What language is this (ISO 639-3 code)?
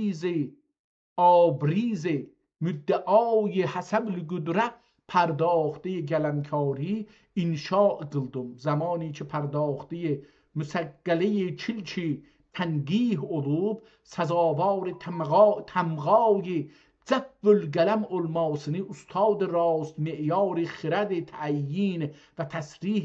azb